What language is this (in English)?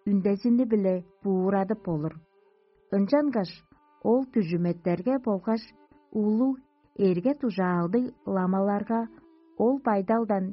Tuvinian